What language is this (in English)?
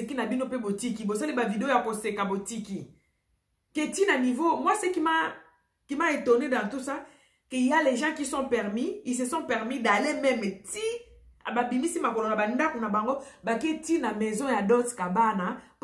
Lingala